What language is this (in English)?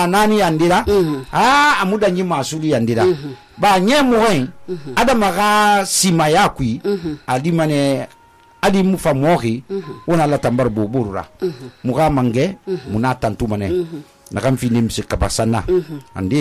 Susu